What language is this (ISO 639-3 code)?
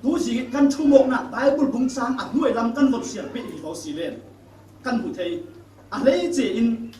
cfm